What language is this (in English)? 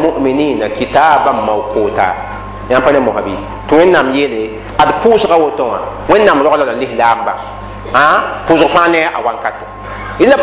Mossi